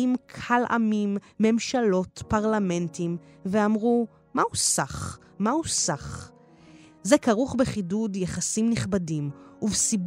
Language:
Hebrew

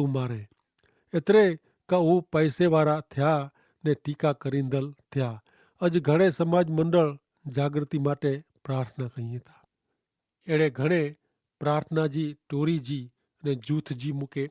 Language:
Kachhi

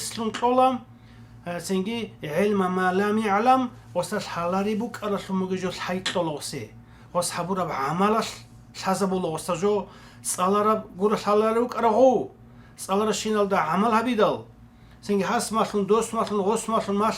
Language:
Avaric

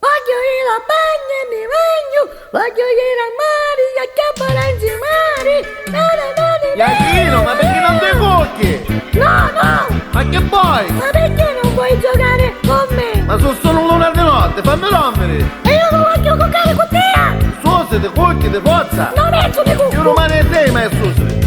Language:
Neapolitan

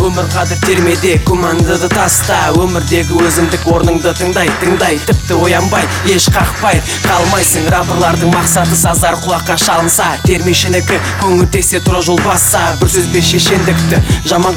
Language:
Kazakh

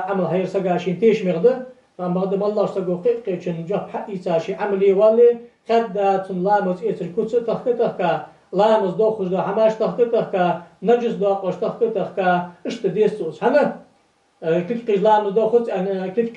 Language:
Ingush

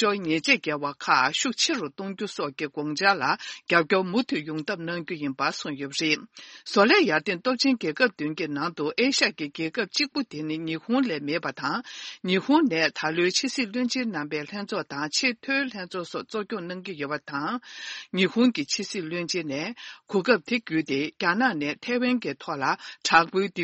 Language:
Tibetan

